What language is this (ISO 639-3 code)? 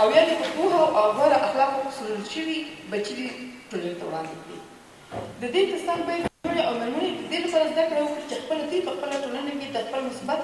pus